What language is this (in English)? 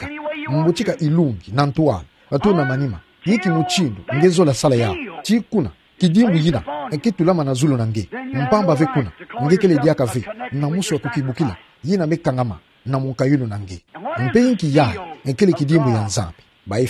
Kituba (Democratic Republic of Congo)